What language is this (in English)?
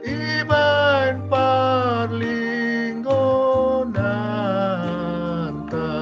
Batak Simalungun